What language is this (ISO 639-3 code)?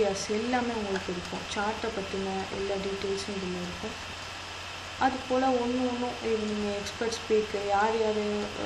tam